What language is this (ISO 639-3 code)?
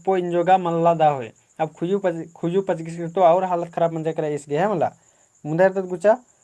kru